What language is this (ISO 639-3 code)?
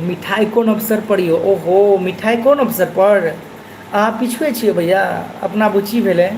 mai